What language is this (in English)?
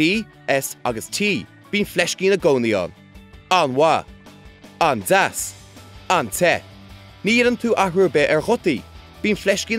Irish